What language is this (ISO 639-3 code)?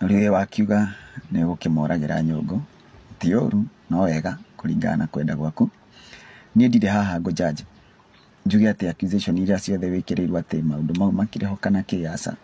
kik